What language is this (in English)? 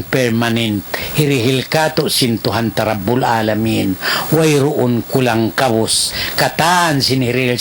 Tausug